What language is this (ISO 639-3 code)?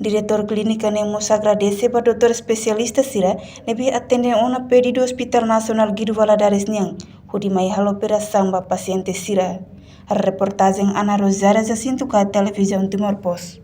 tet